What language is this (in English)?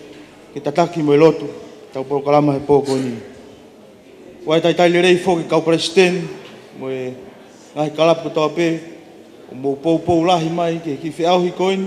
Tongan